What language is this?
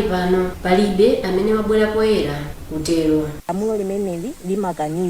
Nyanja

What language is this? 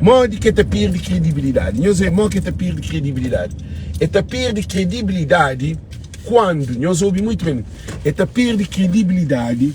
Kabuverdianu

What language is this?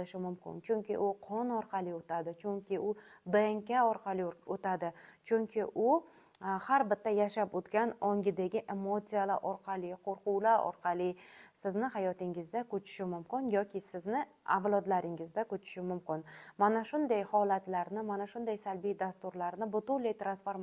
Uzbek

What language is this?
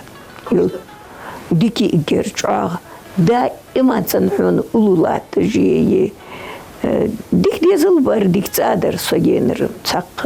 Ingush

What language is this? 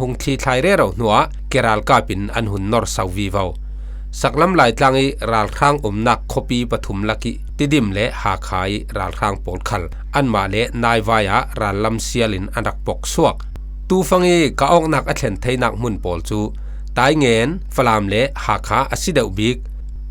Falam Chin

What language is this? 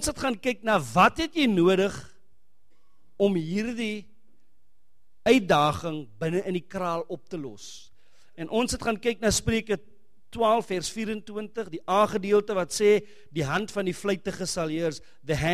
Afrikaans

